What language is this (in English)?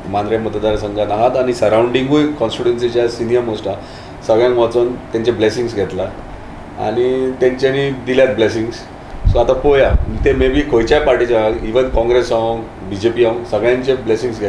Konkani